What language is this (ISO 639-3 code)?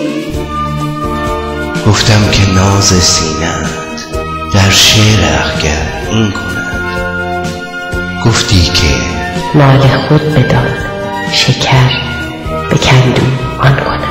fas